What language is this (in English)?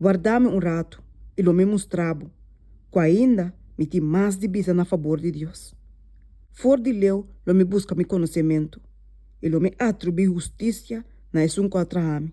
Papiamento